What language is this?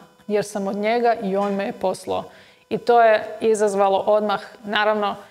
Croatian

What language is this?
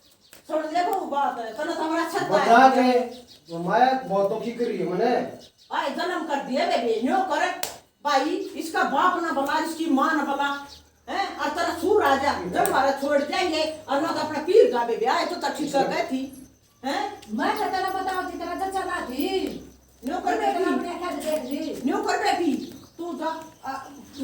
Haryanvi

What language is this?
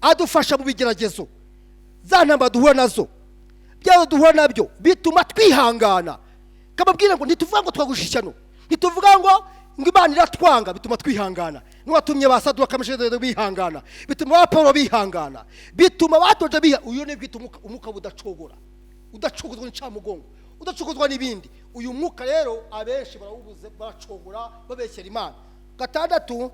Kinyarwanda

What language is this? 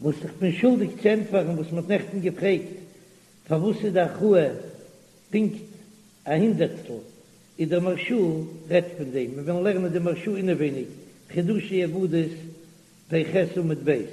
Yiddish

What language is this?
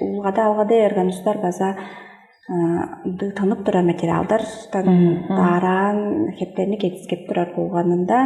Tuvinian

